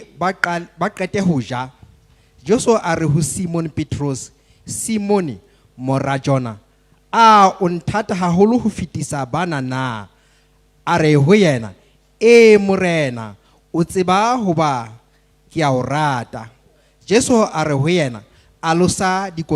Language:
Southern Sotho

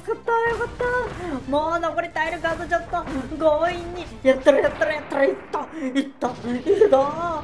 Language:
Japanese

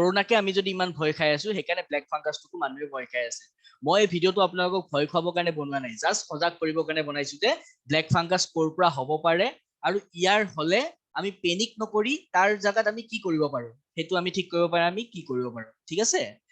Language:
Assamese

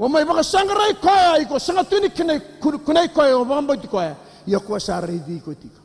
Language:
Fijian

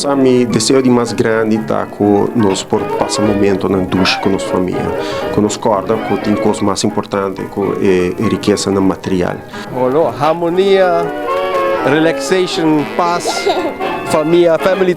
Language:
Papiamento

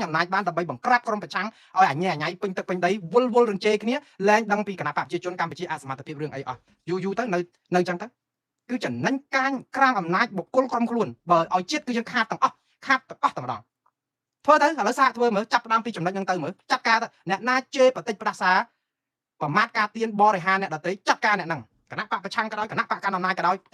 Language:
Khmer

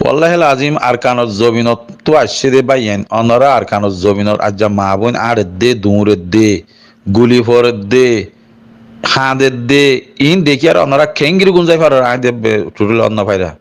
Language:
Rohingya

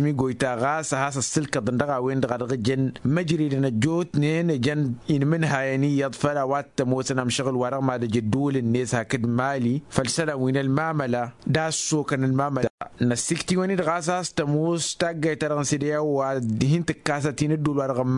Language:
Tamasheq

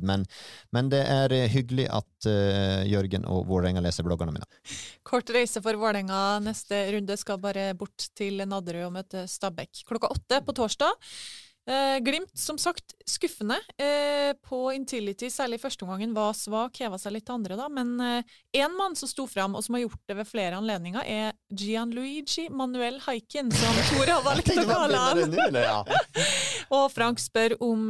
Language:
Norwegian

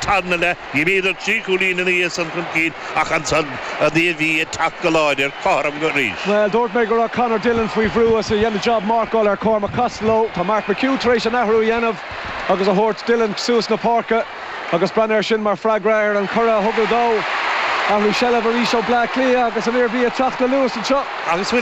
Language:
Irish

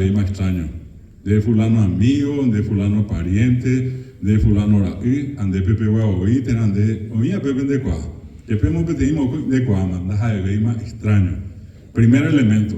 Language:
Guarani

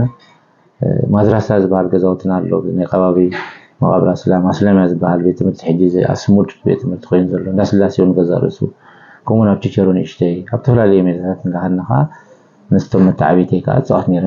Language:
Tigrinya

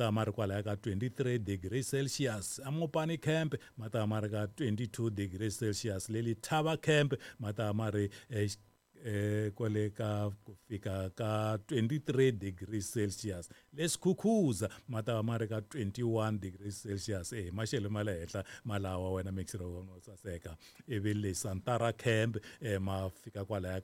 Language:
Tsonga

